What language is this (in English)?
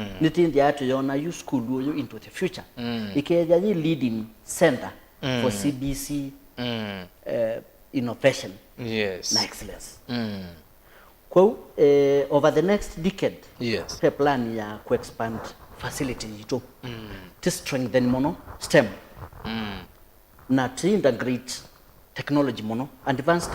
Kamba